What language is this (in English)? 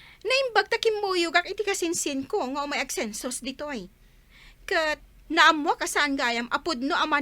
Iloko